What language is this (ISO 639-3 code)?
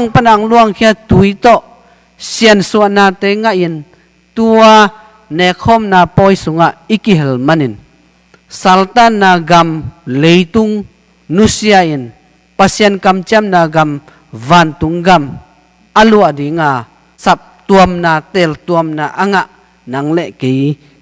ctd